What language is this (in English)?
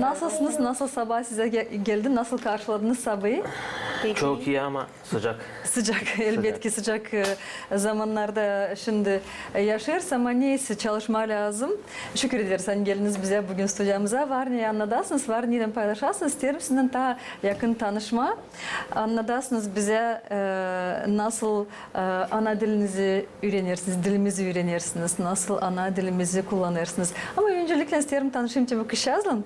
Gagauz